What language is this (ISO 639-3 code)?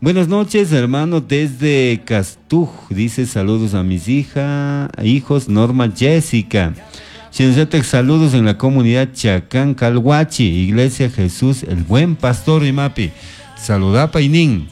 qug